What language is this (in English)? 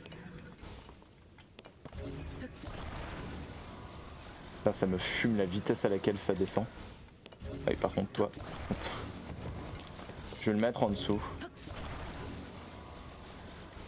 French